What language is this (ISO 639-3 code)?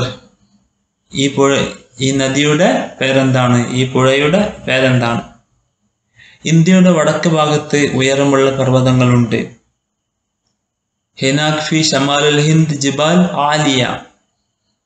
mal